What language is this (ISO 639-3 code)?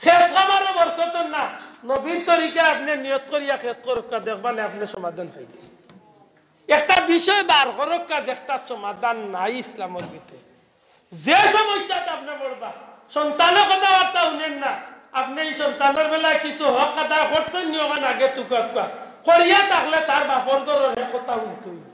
syl